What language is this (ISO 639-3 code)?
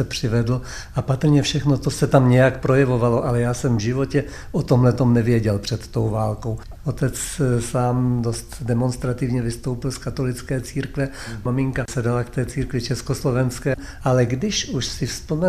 ces